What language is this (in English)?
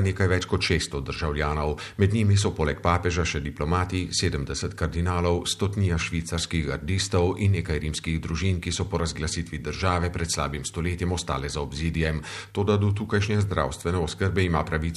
Slovenian